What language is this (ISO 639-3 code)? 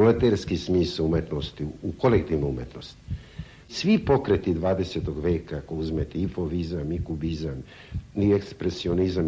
srp